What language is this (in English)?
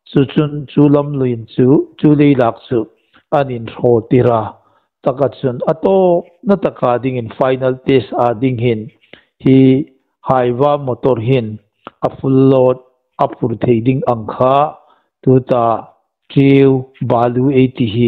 Hmar